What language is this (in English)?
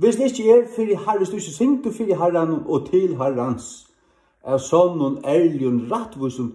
Faroese